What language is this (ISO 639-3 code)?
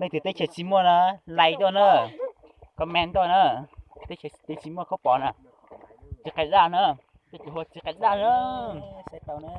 hmn